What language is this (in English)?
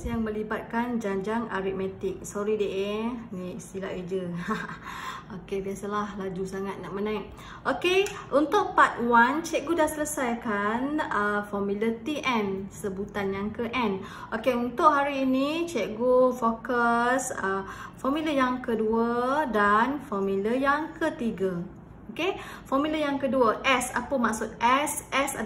Malay